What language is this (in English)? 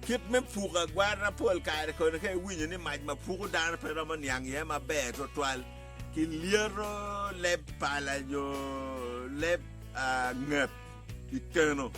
Acoli